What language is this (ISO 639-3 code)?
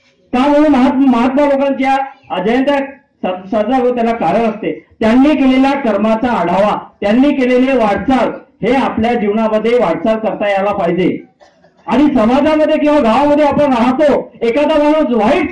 mar